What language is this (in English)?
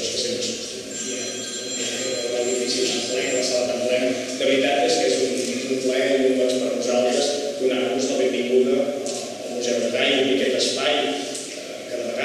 Catalan